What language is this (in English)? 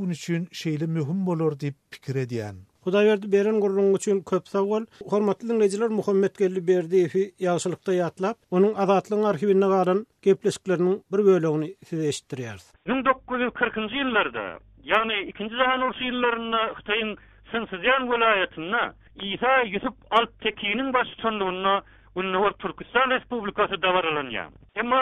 Turkmen